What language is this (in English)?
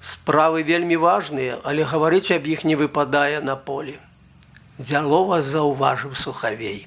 Belarusian